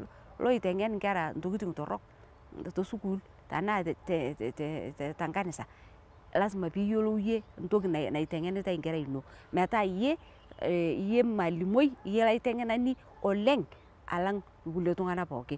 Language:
Masai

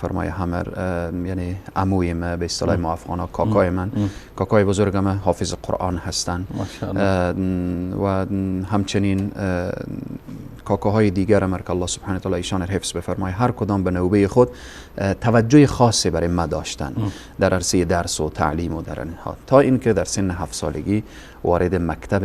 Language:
Persian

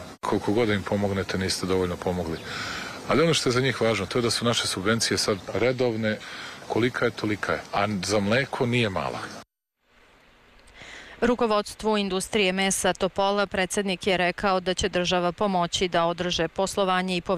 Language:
Serbian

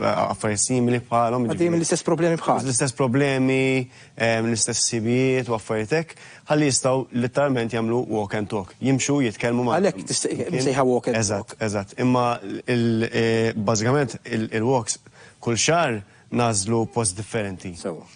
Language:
Maltese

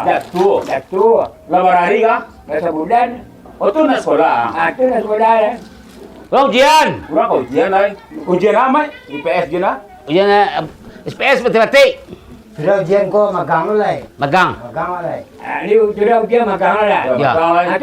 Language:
Minangkabau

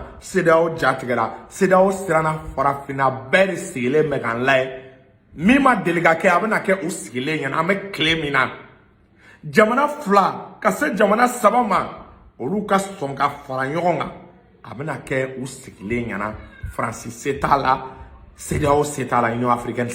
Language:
Bambara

